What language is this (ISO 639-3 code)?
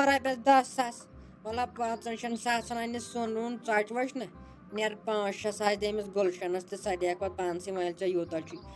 kas